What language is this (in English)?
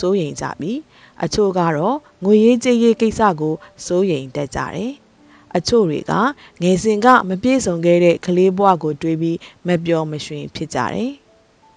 Burmese